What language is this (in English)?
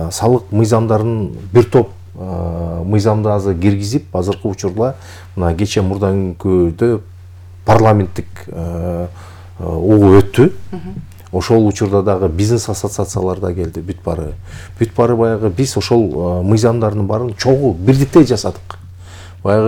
Kyrgyz